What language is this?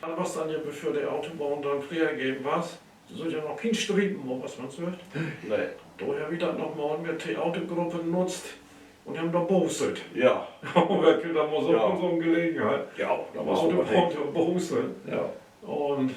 Low German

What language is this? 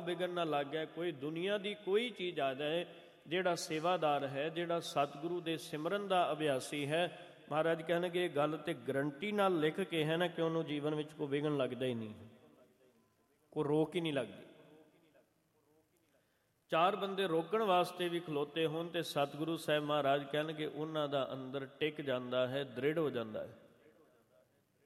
Punjabi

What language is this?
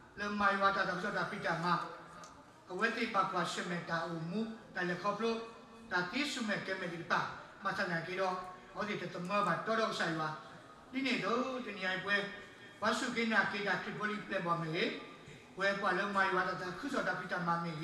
S'gaw Karen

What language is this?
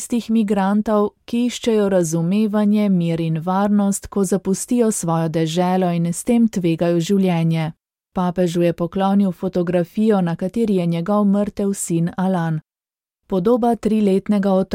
Slovenian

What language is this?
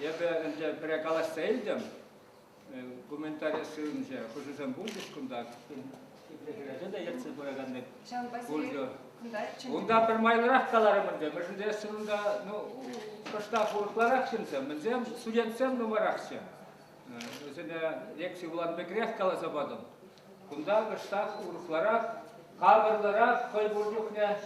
Chuvash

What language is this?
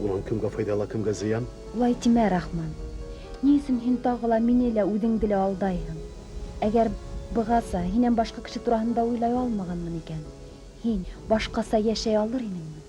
Bashkir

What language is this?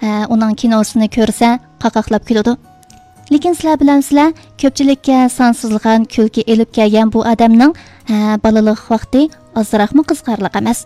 Uyghur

